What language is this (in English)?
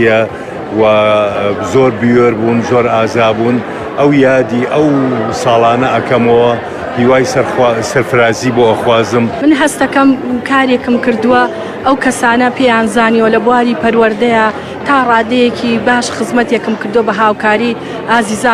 Central Kurdish